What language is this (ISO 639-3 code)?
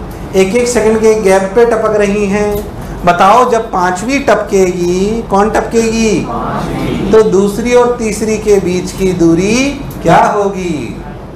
hin